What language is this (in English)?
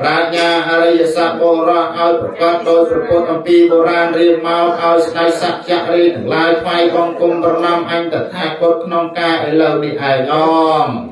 Khmer